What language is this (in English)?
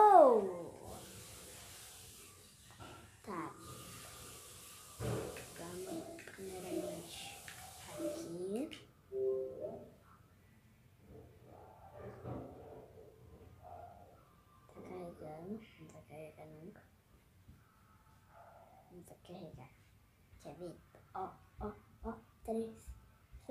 Portuguese